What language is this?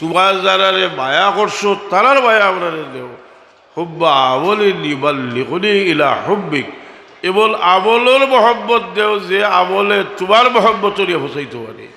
Sylheti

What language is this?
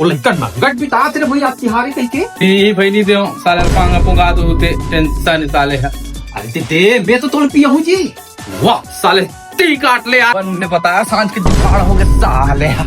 Chhattisgarhi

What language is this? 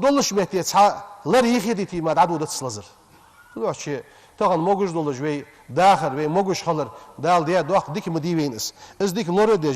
Ingush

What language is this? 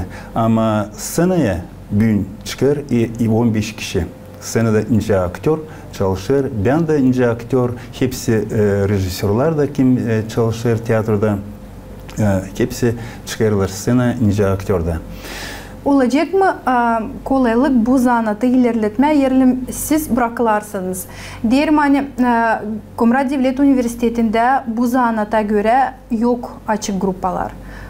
Gagauz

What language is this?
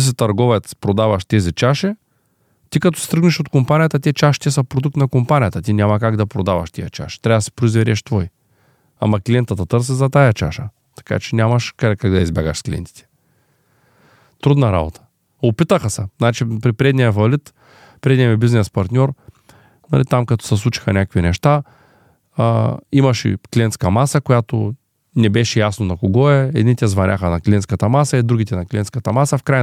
Bulgarian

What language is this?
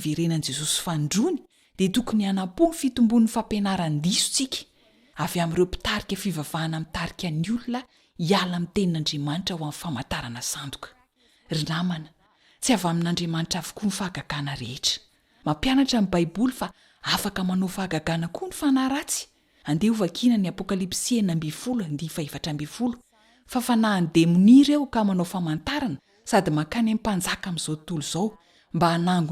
Malagasy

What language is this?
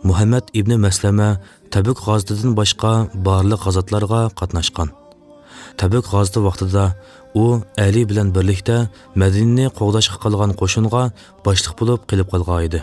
Uyghur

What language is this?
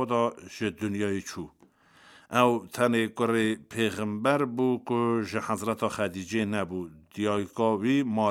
Kurdish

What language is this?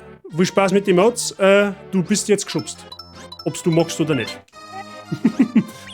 Bavarian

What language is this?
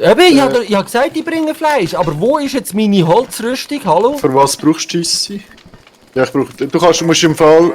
Swiss German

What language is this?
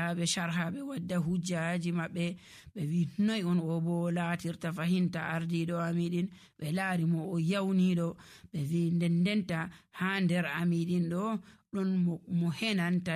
Nigerian Fulfulde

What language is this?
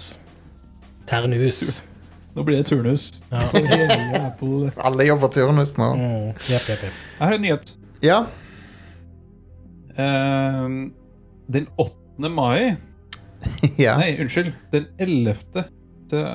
Norwegian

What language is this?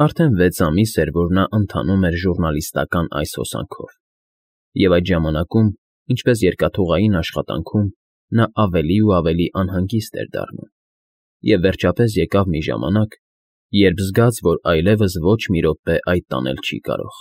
Armenian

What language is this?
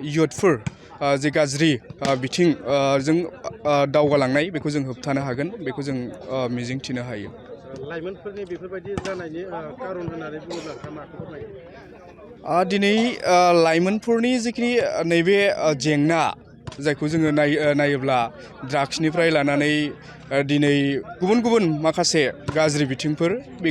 Bodo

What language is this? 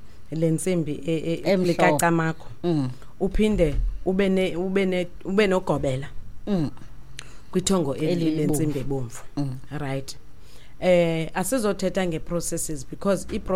Xhosa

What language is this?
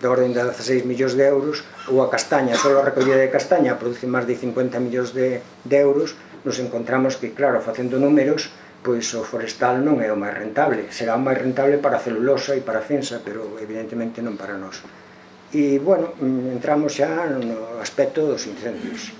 Galician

